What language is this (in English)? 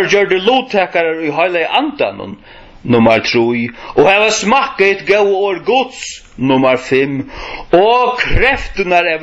Faroese